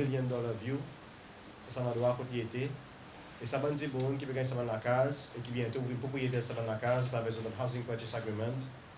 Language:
Seselwa Creole French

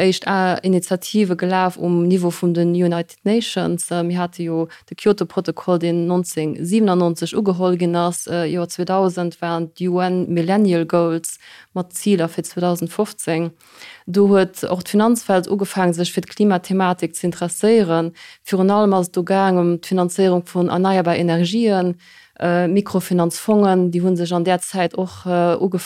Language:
Luxembourgish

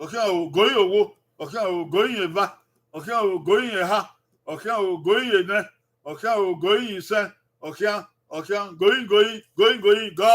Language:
Bini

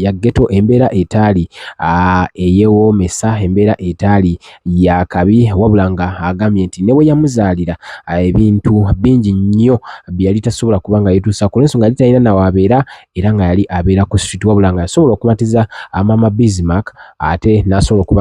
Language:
Ganda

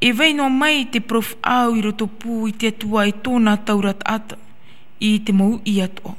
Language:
Tahitian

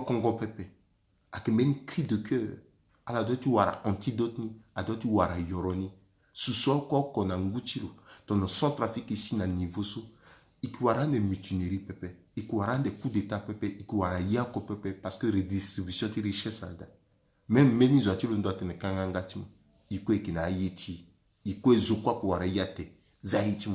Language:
Sango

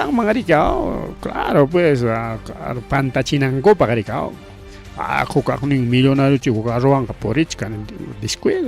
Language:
Ayacucho Quechua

